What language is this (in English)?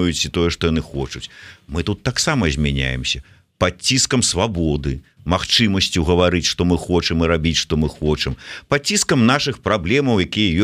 Belarusian